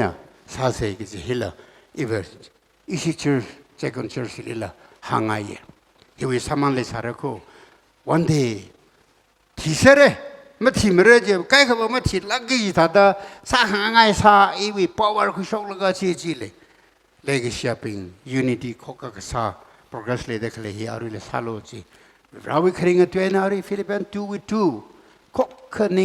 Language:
Tangkhul Naga (India)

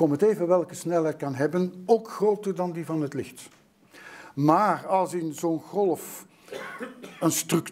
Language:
Dutch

